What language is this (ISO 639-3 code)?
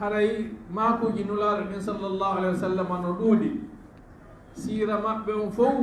ful